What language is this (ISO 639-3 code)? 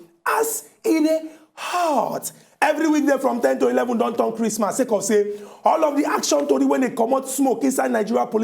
pcm